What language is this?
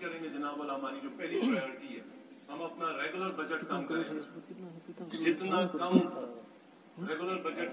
Urdu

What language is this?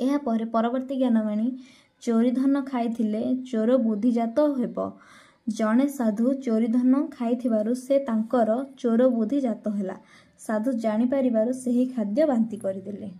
Odia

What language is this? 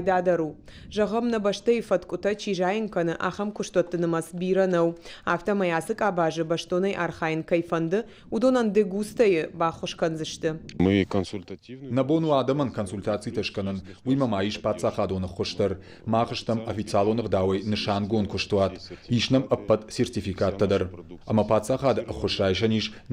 Ossetic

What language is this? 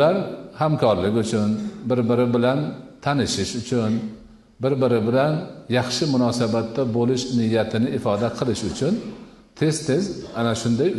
Uzbek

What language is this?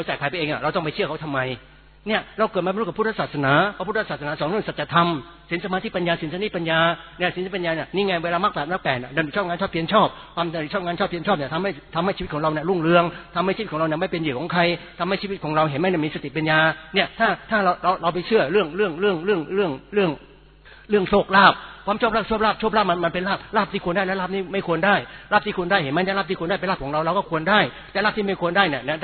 Thai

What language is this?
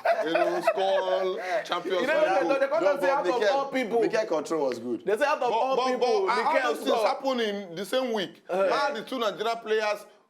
Nigerian Pidgin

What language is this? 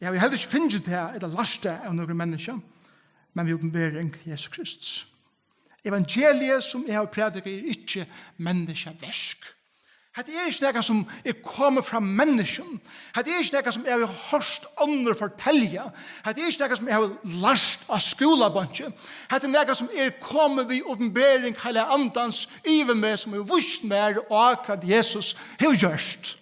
Faroese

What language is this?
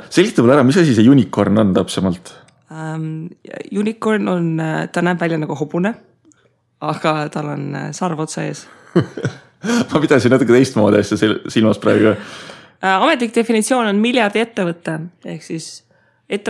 Estonian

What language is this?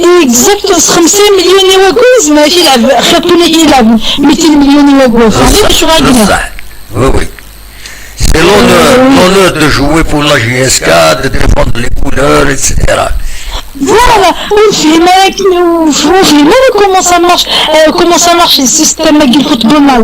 Kabyle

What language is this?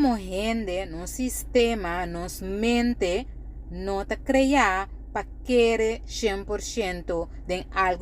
Papiamento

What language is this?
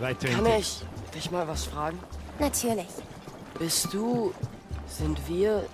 Bavarian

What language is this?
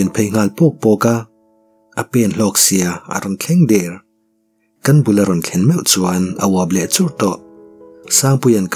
Mizo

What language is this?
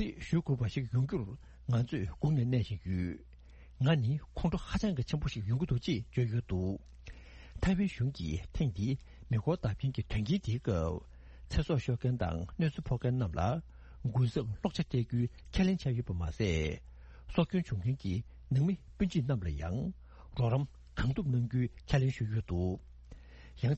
Tibetan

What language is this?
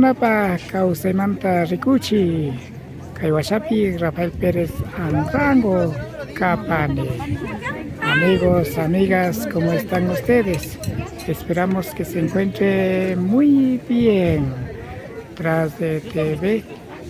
Imbabura Highland Quichua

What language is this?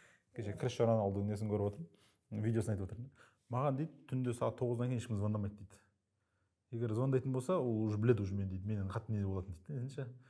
Kazakh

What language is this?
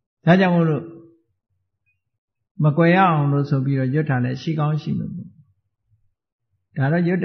Burmese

